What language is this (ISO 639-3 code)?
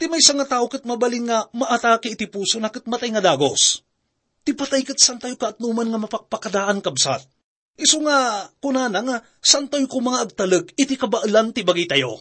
ilo